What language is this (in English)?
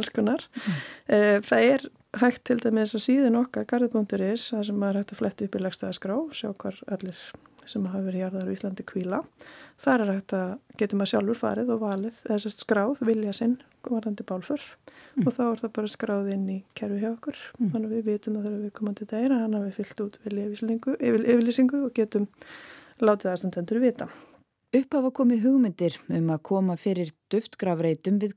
Icelandic